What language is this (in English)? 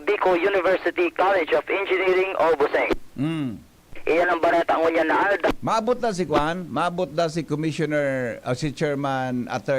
Bikol